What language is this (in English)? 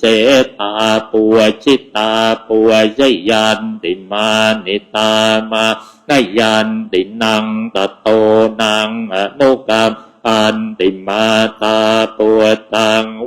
Pali